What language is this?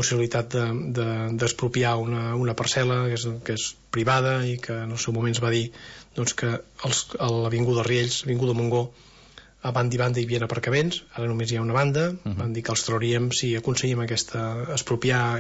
Catalan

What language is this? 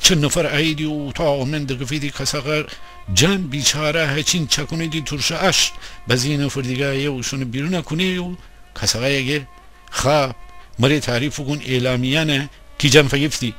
Gilaki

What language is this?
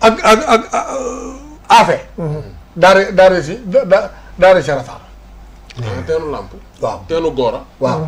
Wolof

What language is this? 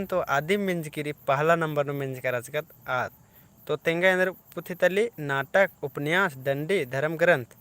Kurukh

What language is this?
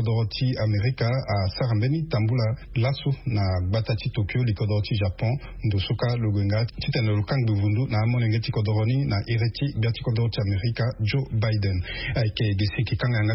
Sango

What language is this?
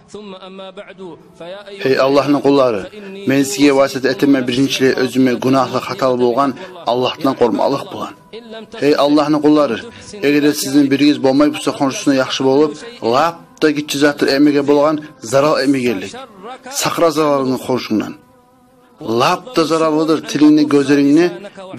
Kumyk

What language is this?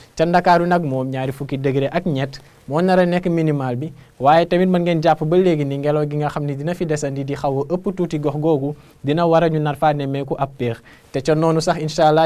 Wolof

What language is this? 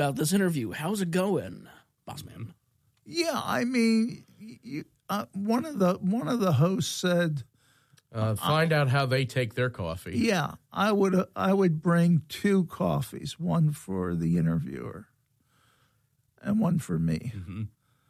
English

